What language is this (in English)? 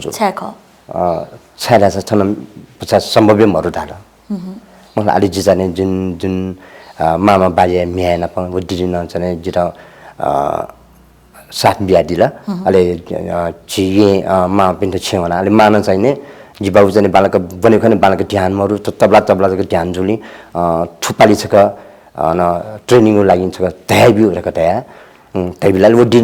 Newari